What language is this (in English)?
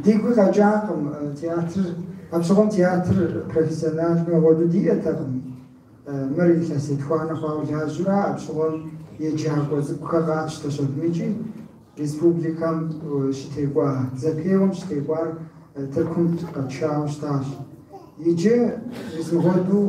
Kabardian